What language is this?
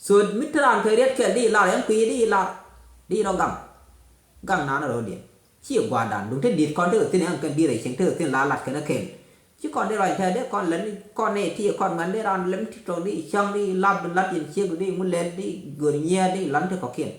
Nuer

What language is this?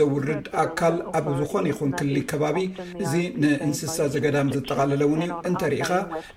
Tigrinya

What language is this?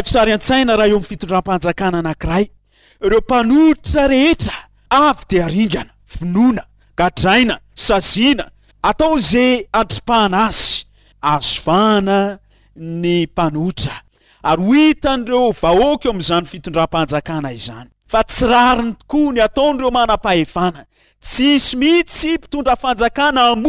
Malagasy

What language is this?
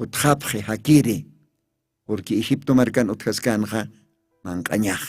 Aymara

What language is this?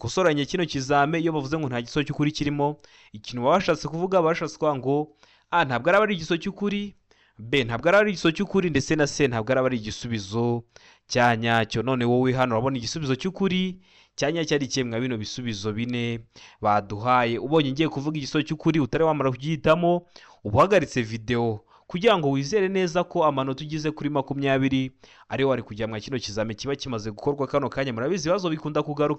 Kinyarwanda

